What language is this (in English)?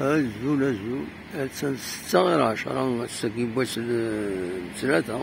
Kabyle